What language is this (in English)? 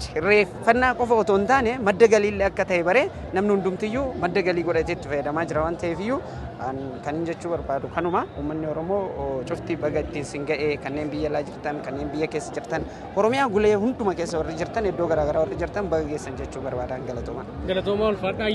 Oromo